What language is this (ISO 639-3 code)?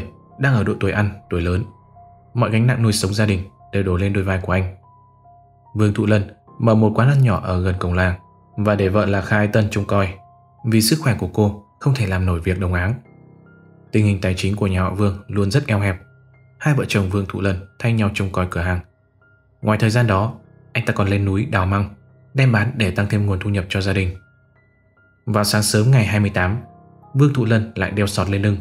vie